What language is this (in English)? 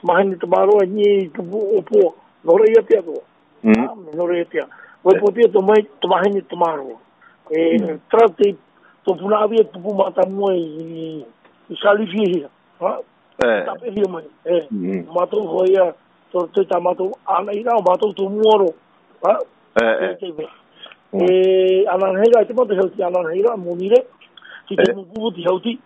Tahitian